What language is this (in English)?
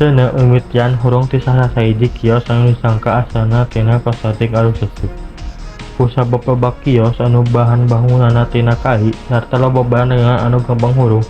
Sundanese